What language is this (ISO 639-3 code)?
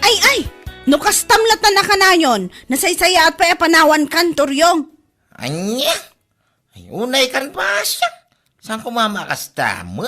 ilo